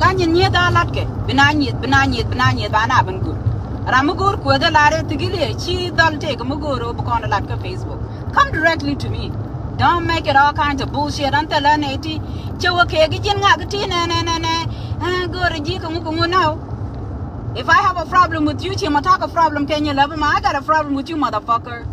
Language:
Nuer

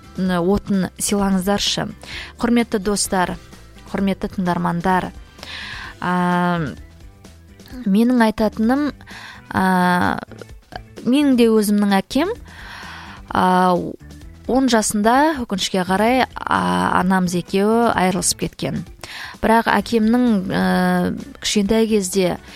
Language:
Kazakh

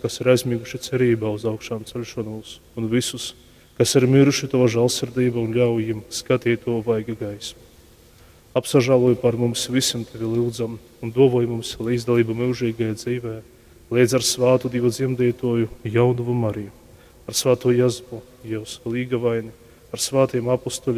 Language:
Latgalian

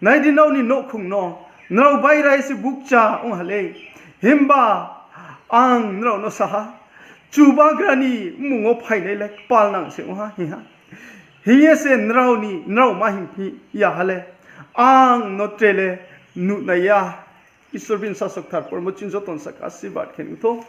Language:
Riang (India)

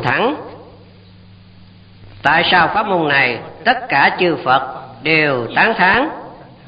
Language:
Vietnamese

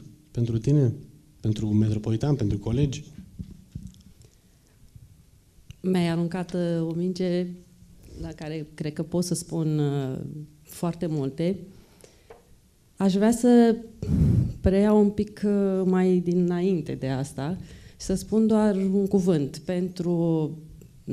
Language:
Romanian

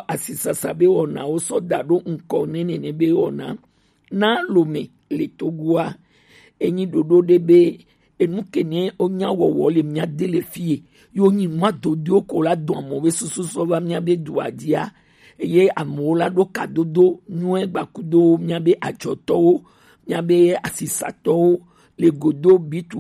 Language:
Gen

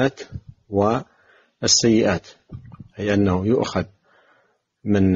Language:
Arabic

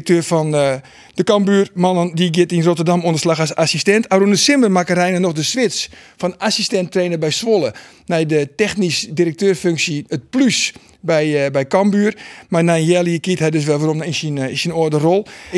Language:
Western Frisian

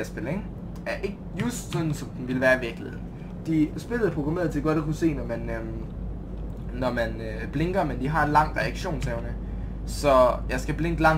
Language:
Danish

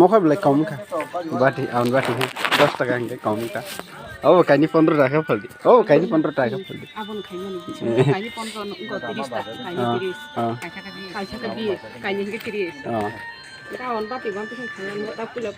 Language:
Kok Borok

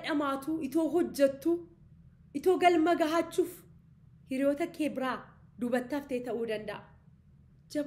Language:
Oromo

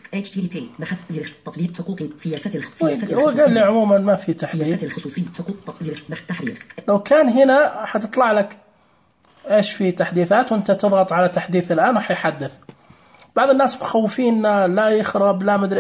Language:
Najdi Arabic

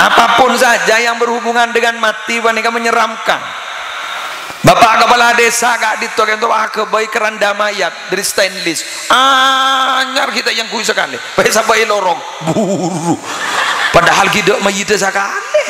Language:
Madurese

